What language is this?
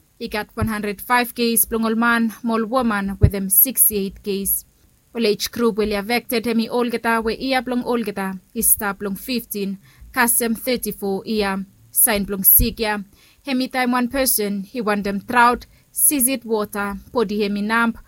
Bislama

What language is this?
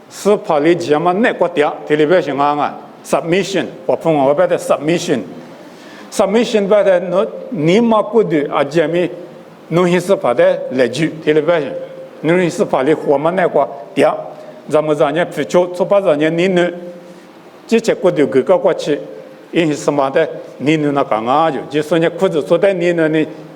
Lisu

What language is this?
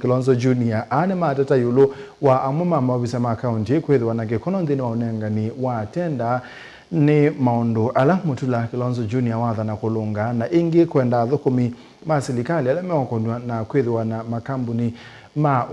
Kamba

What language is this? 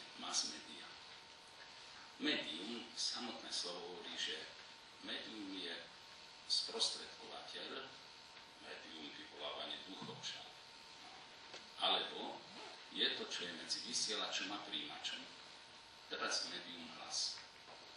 Slovak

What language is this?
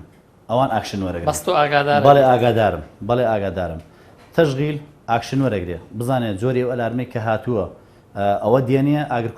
Central Kurdish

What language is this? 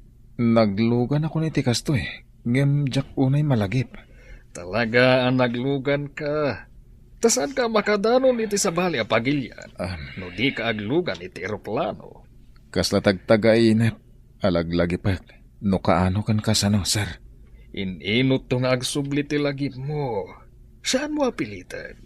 Iloko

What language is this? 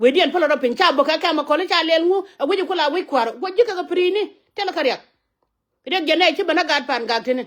Nuer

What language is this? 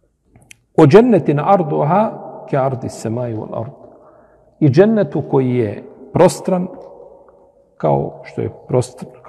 Bosnian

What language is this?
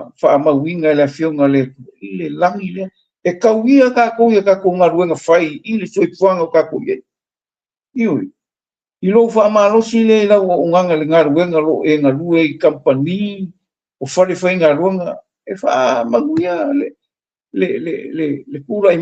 Samoan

